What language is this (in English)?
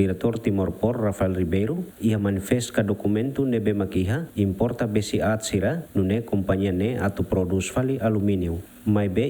Tetum